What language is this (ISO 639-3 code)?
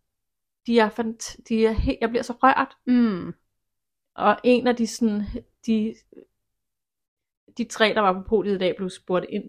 dan